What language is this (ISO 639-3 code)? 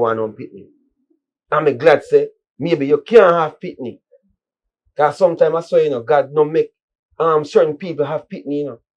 jam